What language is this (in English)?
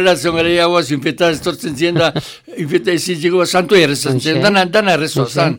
Basque